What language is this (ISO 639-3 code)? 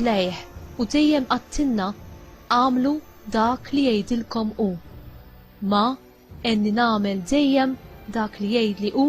mlt